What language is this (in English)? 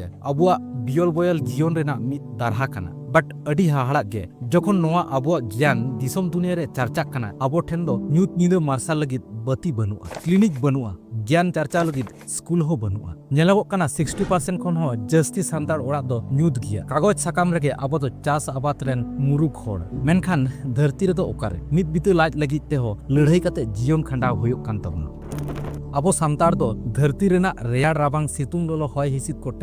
Santali